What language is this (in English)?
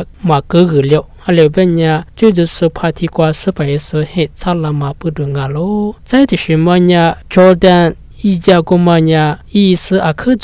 Lisu